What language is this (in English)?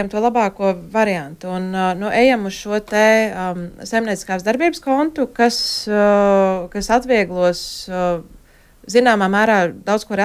Latvian